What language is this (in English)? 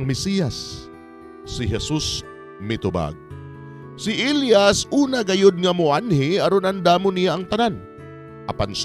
Cebuano